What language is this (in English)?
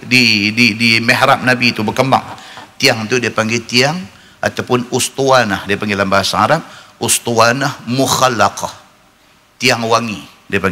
Malay